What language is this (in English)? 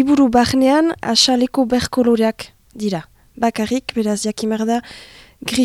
Basque